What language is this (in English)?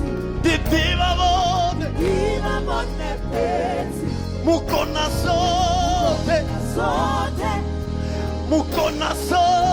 Venda